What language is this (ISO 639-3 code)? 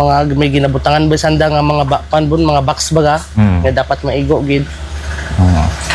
hil